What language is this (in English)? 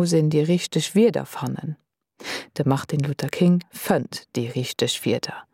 Luxembourgish